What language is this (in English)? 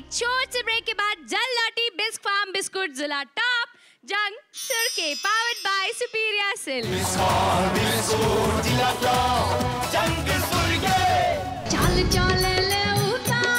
Bhojpuri